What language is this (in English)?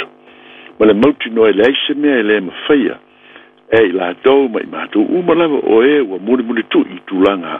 Samoan